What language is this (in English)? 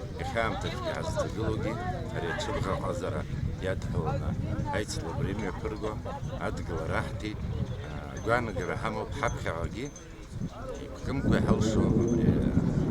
Abkhazian